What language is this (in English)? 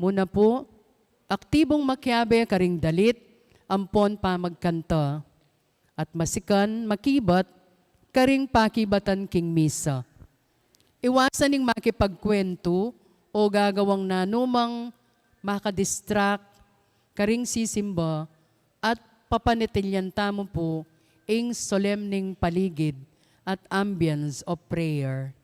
Pampanga